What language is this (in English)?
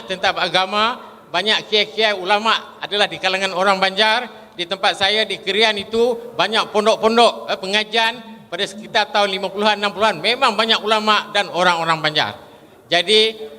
Banjar